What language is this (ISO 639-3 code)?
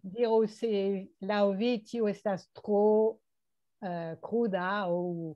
epo